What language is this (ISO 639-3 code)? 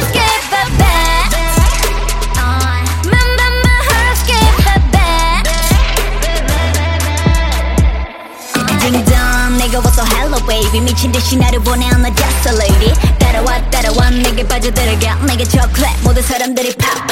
kor